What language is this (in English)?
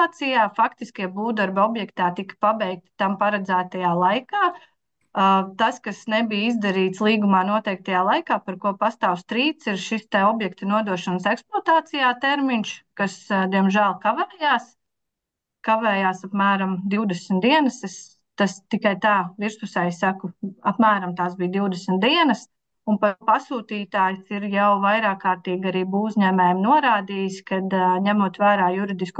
Latvian